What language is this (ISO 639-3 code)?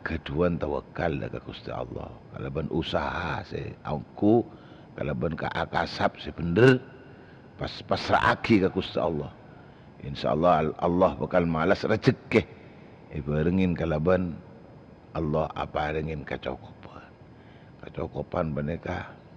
mad